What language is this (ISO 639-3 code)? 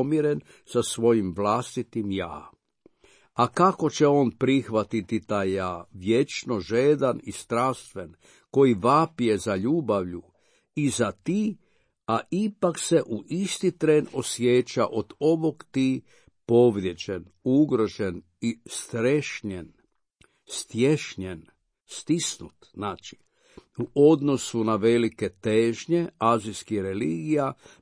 hrv